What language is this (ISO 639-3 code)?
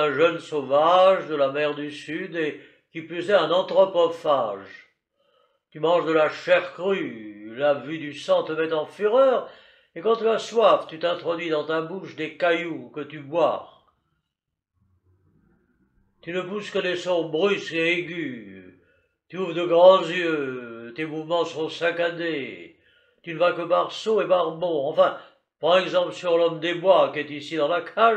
fra